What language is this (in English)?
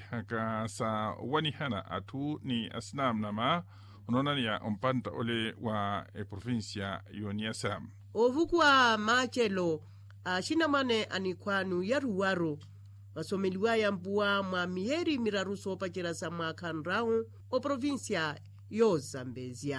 Makhuwa